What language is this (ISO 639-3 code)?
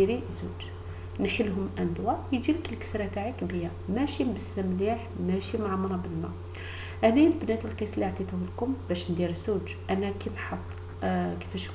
arq